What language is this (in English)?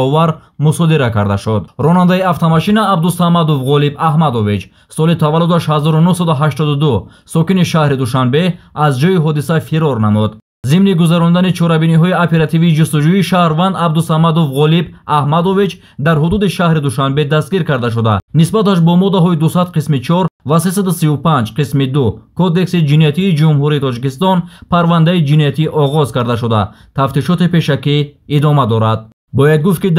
Tajik